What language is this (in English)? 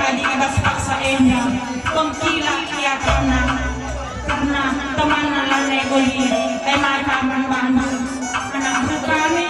Batak Karo